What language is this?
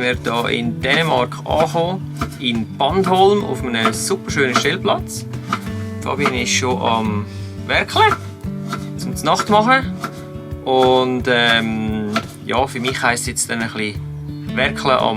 Swiss German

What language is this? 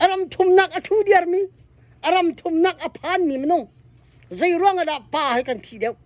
Hakha Chin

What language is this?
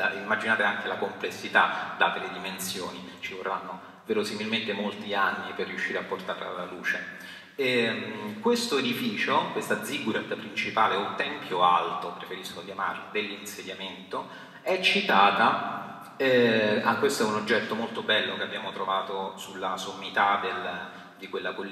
Italian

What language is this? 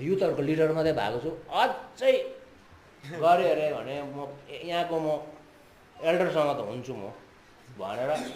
Nepali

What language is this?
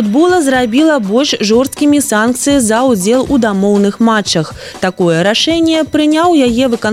Belarusian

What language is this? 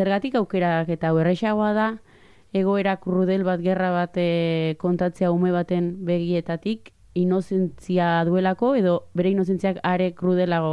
Basque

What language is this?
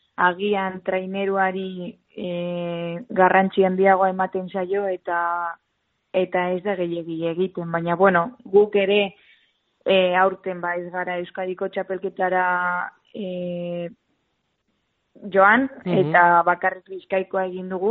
Basque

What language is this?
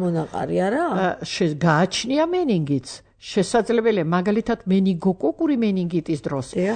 Georgian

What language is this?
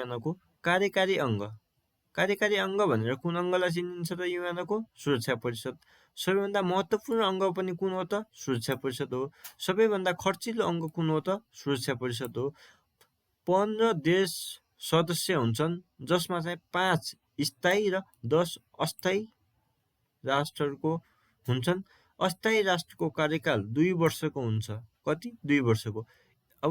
Nepali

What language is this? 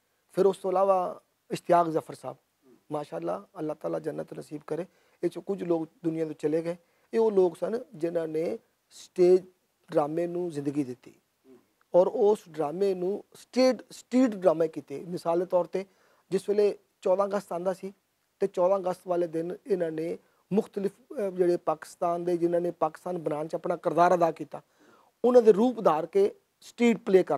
Western Panjabi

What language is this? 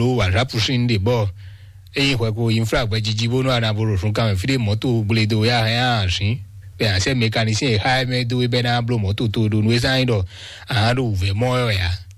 Fon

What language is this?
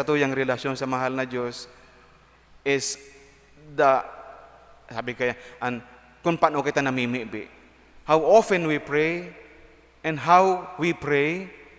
Bikol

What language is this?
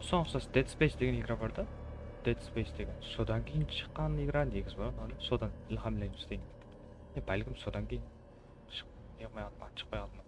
Kara-Kalpak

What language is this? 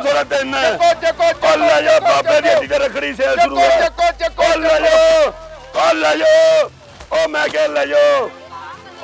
Punjabi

